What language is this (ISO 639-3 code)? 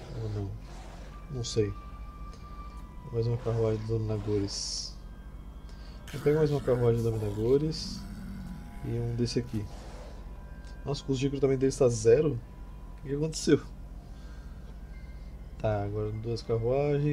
por